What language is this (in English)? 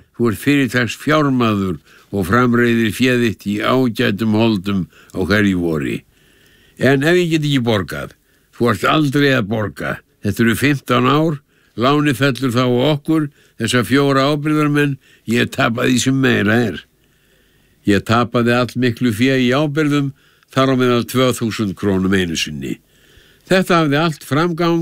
Icelandic